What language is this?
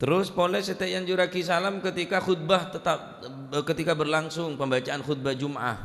Madurese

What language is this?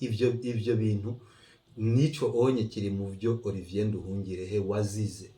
Rundi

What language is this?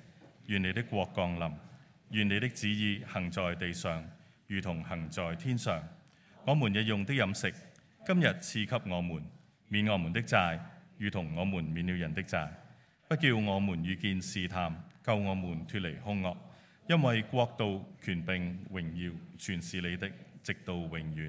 Cantonese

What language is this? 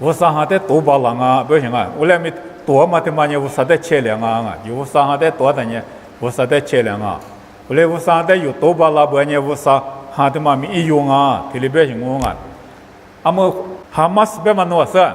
Lisu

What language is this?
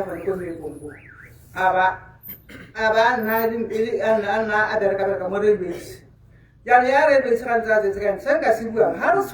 Tswana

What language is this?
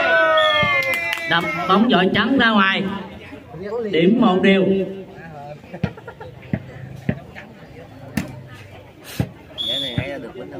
Vietnamese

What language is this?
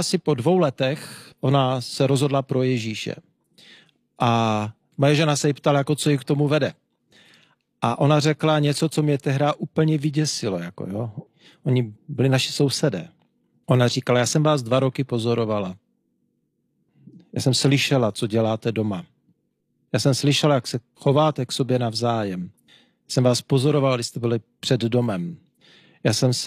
Czech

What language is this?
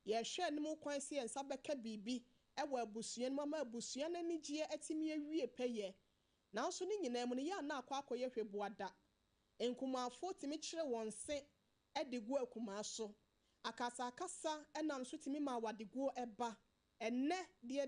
Akan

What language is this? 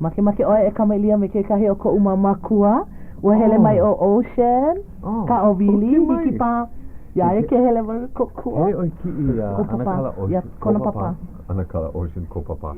Hawaiian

